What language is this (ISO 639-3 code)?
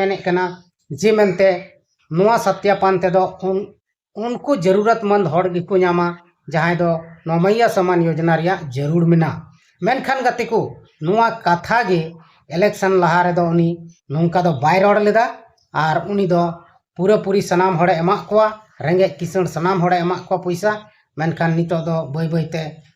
sat